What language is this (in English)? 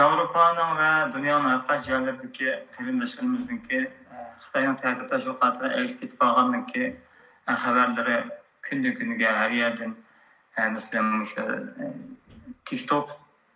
Uyghur